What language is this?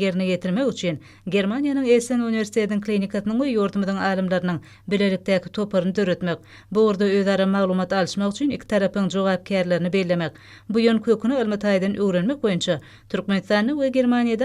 Turkmen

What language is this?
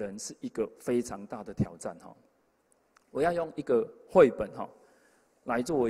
Chinese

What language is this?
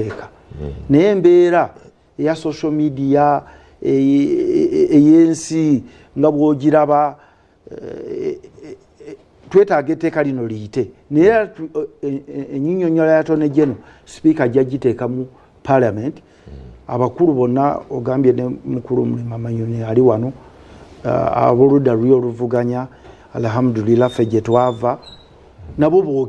Ganda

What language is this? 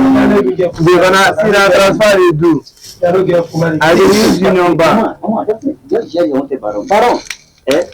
Nigerian Pidgin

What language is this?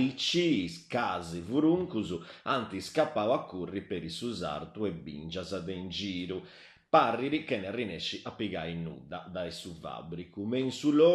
Sardinian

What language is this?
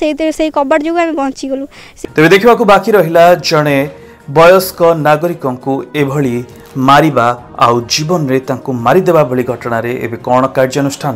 Odia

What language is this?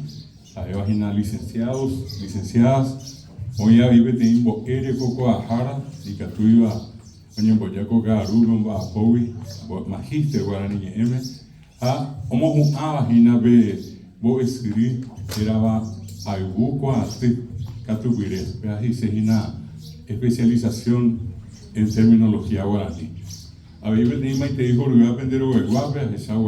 Guarani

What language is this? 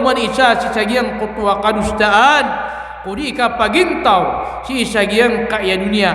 Maranao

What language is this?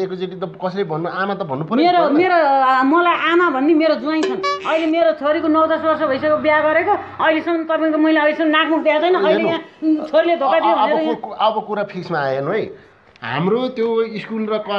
Nepali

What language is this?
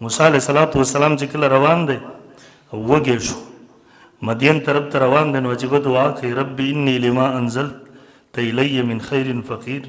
Pashto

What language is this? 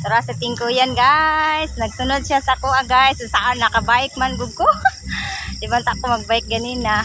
Cebuano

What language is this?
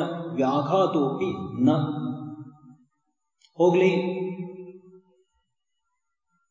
Kannada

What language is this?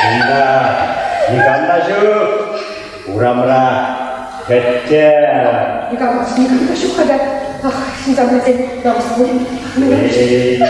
Chuvash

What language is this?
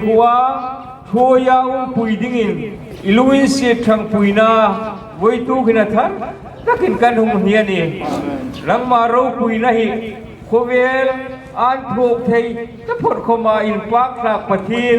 Hmar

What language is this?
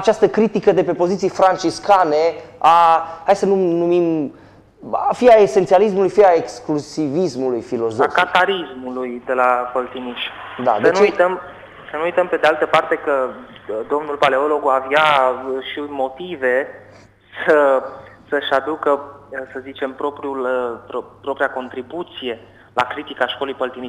Romanian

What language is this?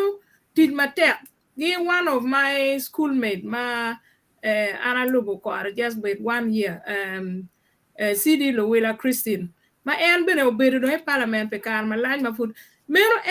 Acoli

